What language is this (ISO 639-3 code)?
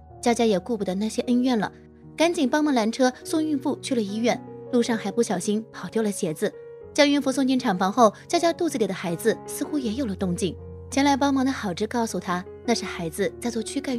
zho